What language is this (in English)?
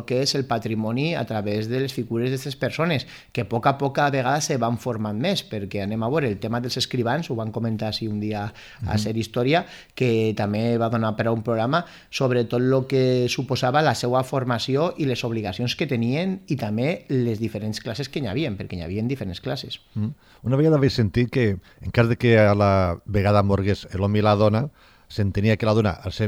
Catalan